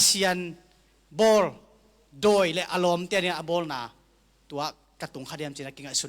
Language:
Tedim Chin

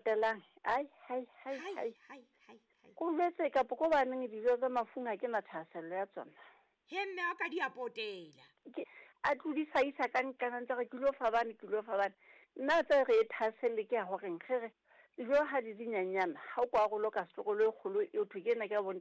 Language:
Southern Sotho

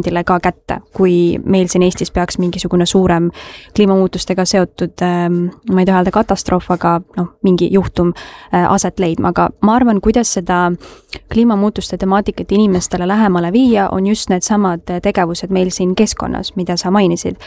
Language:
Estonian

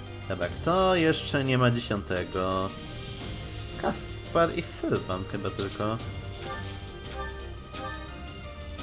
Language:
Polish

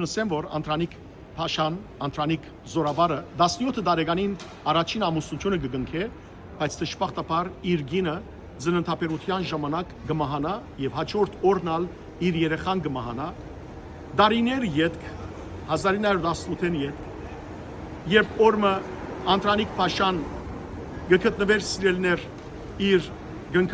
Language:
Western Armenian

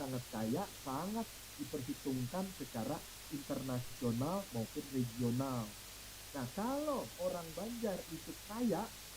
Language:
Banjar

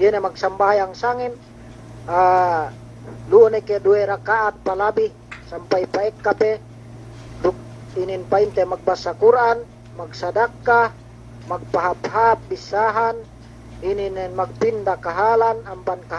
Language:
Yakan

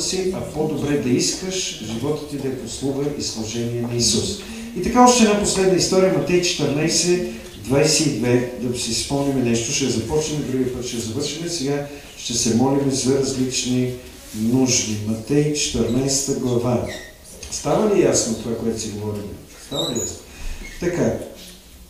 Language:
Bulgarian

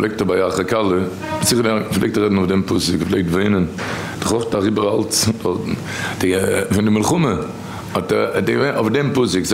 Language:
Yiddish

